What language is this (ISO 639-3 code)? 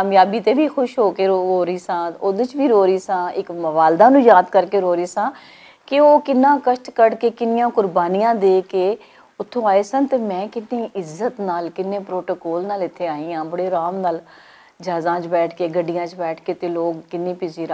lah